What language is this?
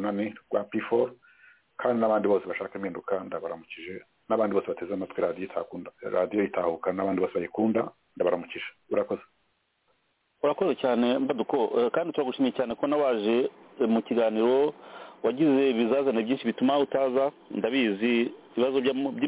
Kinyarwanda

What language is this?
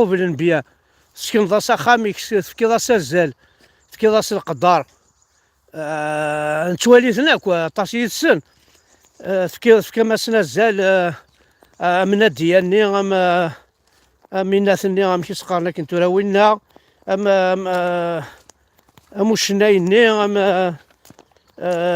Kabyle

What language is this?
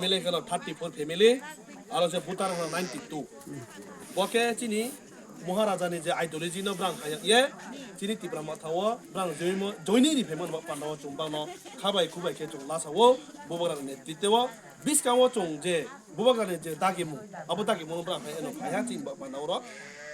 Riang (India)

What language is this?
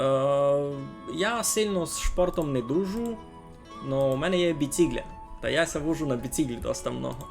Rusyn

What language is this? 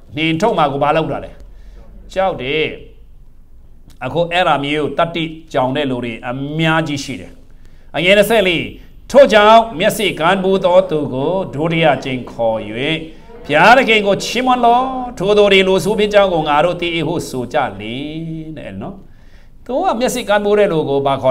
Burmese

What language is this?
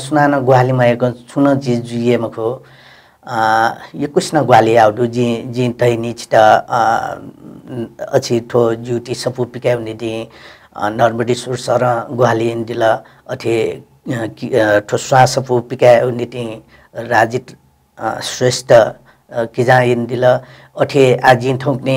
Newari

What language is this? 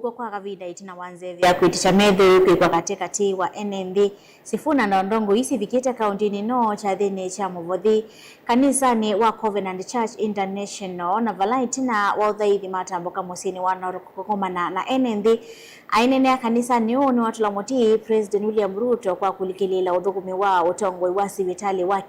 Kamba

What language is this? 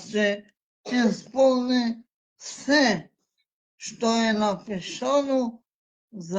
Balkan Romani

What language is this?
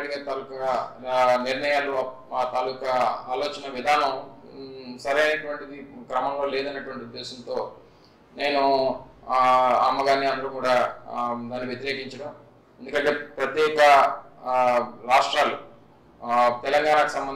Telugu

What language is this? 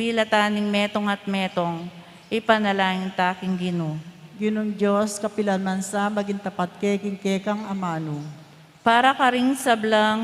Pampanga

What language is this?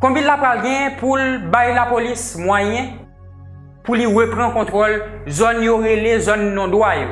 Haitian Creole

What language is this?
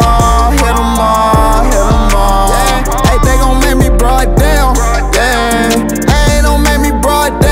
English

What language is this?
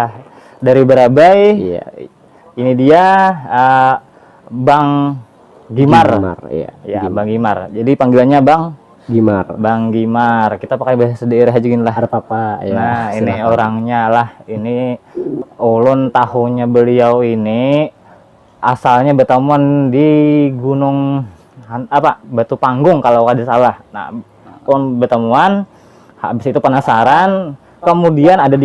Banjar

